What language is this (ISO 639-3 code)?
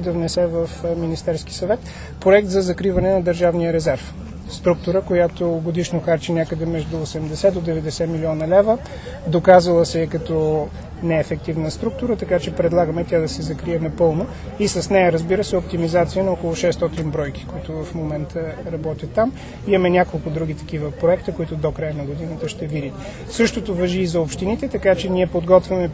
bul